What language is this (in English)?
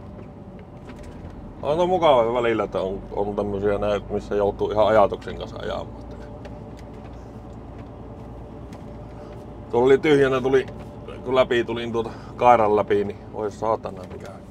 Finnish